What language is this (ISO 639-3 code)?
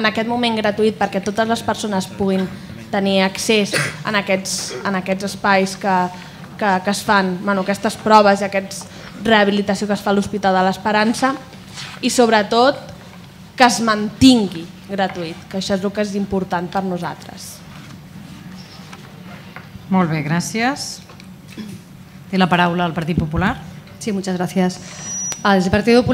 cat